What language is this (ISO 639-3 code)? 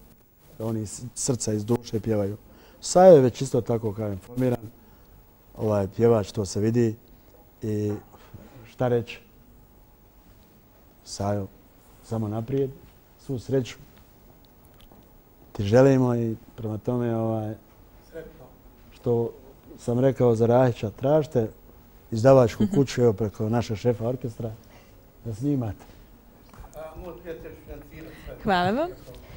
bos